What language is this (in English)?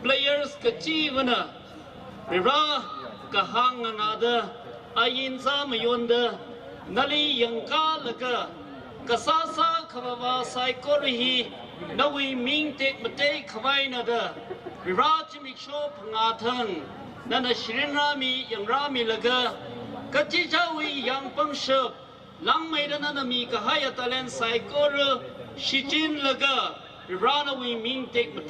Tangkhul Naga (India)